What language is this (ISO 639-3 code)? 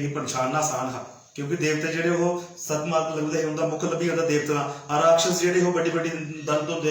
doi